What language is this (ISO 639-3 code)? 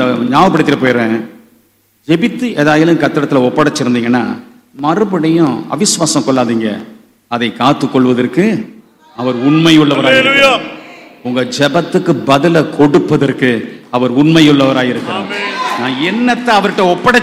tam